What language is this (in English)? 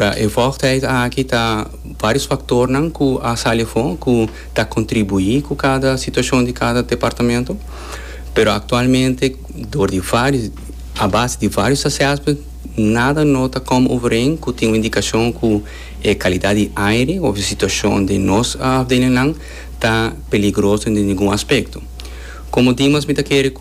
Papiamento